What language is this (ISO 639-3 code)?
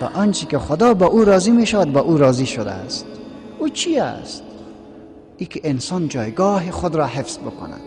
fas